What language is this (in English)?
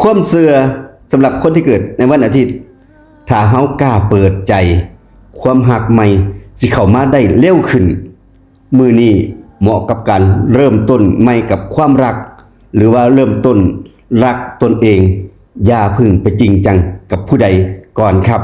Northeastern Thai